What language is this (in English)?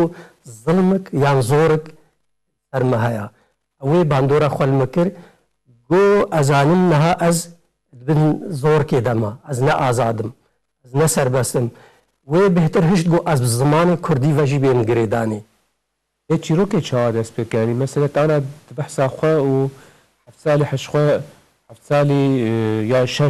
Kurdish